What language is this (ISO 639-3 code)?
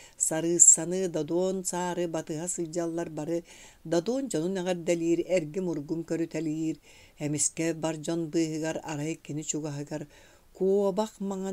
sah